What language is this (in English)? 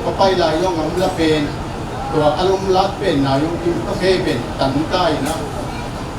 Tedim Chin